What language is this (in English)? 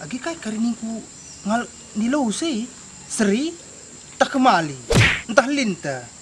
Batak Karo